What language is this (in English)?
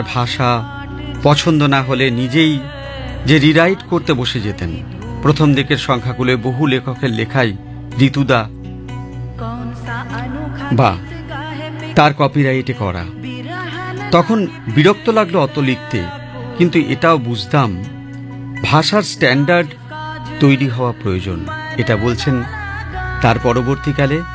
Bangla